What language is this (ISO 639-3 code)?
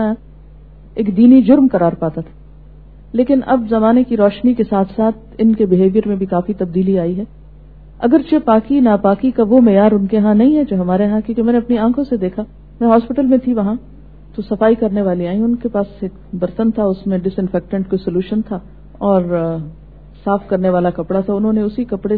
urd